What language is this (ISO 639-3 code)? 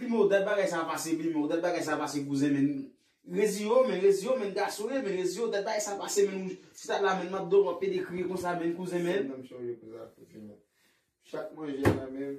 hat